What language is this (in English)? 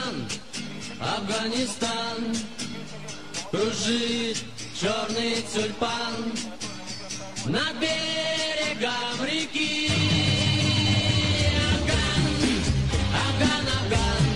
Russian